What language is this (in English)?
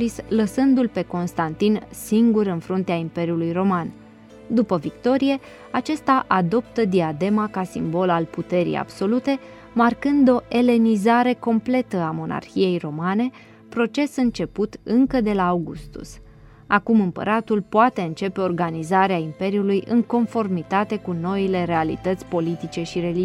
Romanian